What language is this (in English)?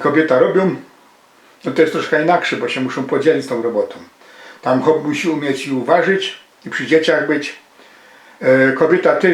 Silesian